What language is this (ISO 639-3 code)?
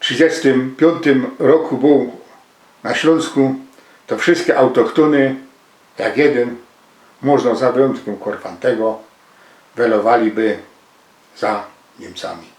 szl